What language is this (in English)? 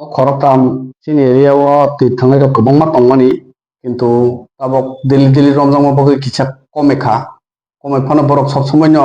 Kok Borok